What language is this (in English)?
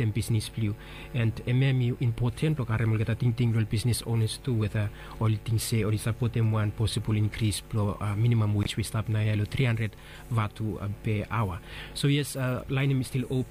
Bislama